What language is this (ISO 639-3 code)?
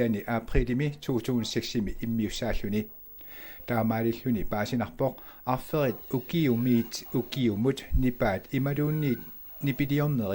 kal